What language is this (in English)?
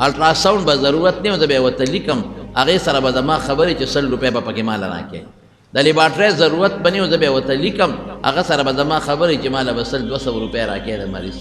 Pashto